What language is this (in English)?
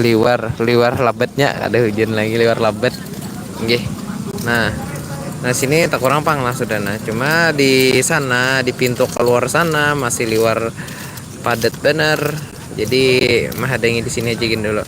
Banjar